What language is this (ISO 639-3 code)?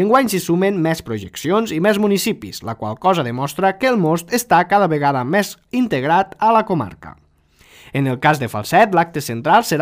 cat